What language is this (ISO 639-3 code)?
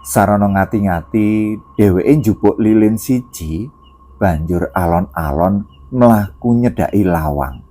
jav